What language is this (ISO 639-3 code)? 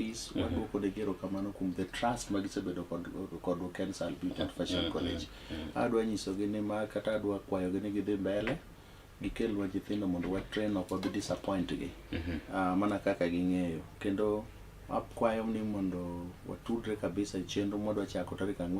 luo